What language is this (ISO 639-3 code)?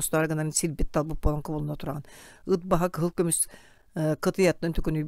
sah